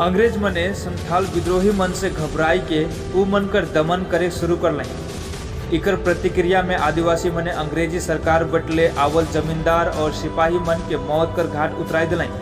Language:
Sadri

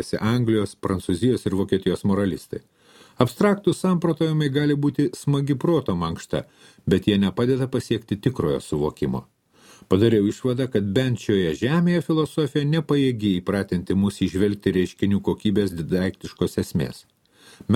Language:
Lithuanian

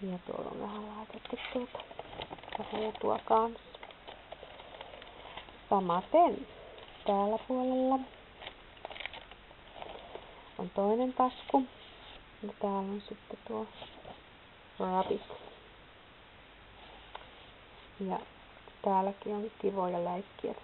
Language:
Finnish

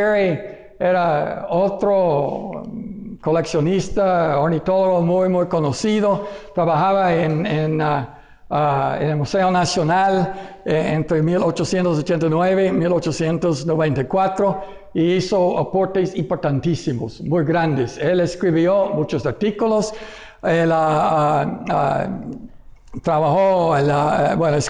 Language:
Spanish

